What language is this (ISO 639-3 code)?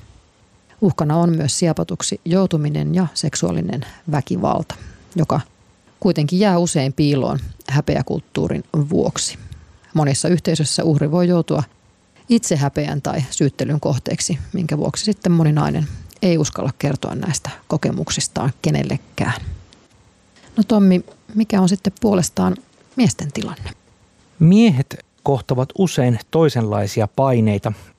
fin